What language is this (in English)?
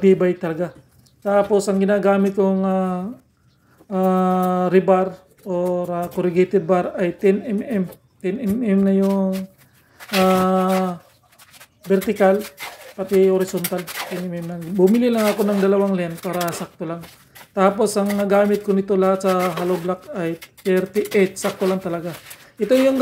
Filipino